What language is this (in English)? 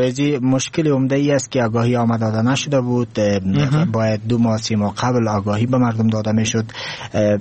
Persian